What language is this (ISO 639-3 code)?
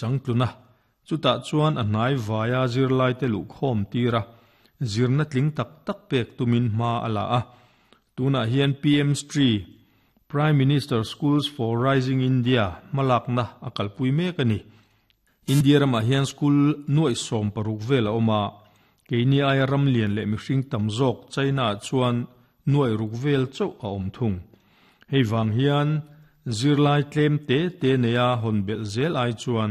lus